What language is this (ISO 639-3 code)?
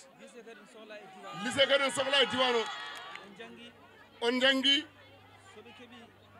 ful